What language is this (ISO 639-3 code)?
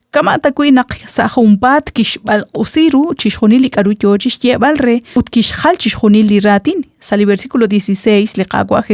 kek